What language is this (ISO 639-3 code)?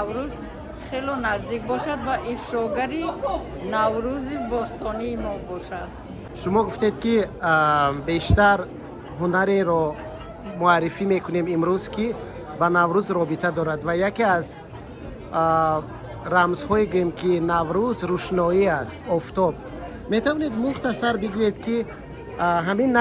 tgk